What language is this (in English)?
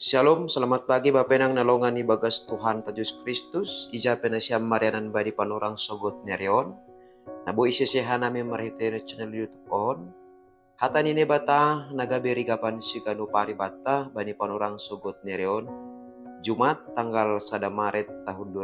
Batak Simalungun